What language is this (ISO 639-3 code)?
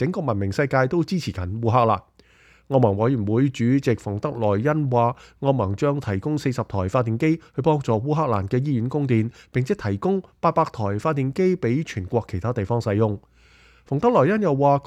yue